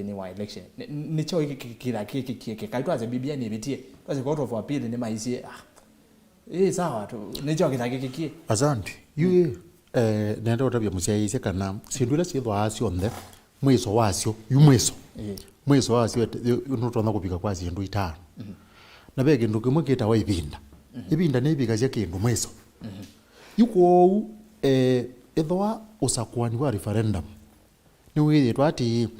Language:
Kamba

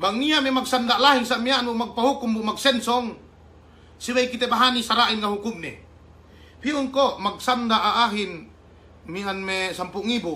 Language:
Yakan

